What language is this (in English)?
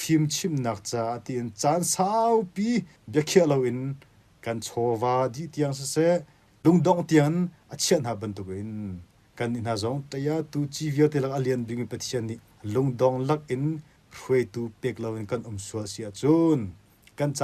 Hakha Chin